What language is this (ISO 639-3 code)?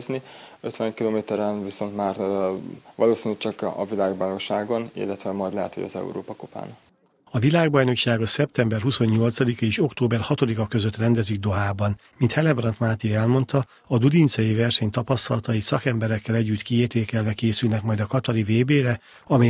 hun